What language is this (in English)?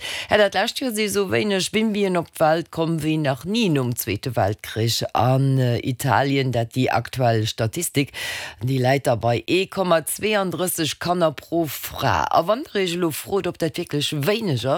Luxembourgish